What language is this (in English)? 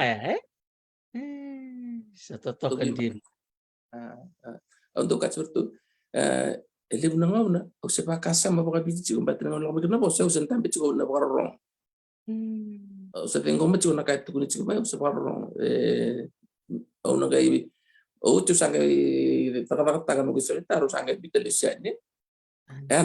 Fijian